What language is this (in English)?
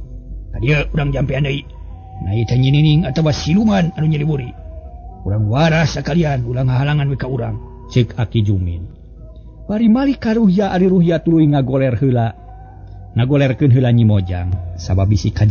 Sundanese